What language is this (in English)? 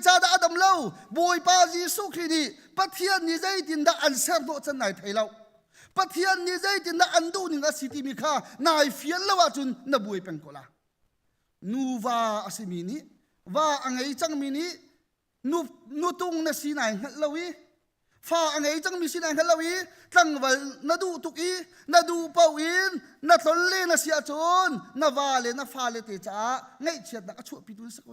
Hakha Chin